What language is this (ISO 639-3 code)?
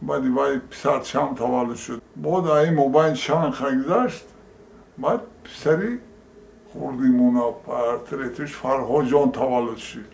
tgk